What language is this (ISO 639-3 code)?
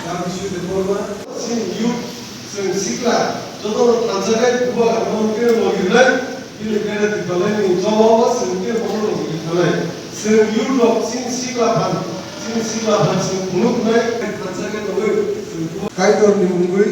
trp